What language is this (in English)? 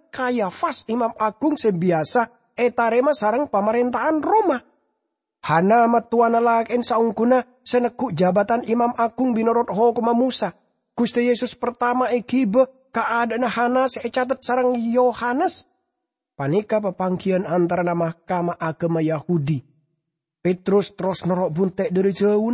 Madurese